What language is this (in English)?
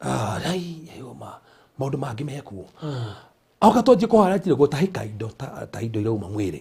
Kikuyu